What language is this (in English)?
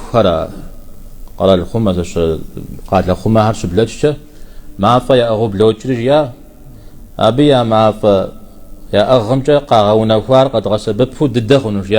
Kabardian